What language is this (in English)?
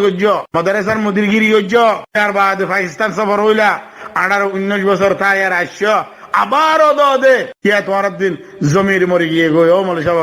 Rohingya